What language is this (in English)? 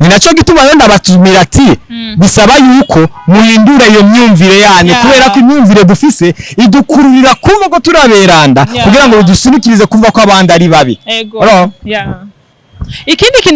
Rundi